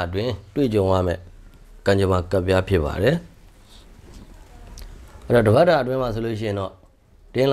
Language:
Burmese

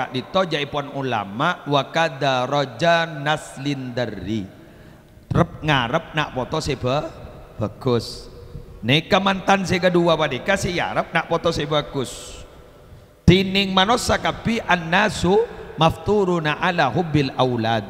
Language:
Madurese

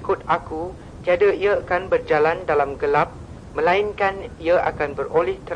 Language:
Malay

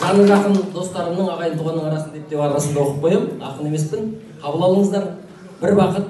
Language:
Kazakh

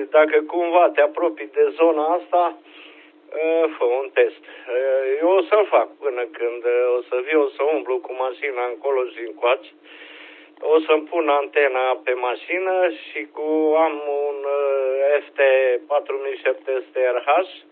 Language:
Romanian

